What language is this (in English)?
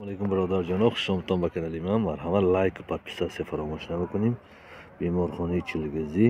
Tajik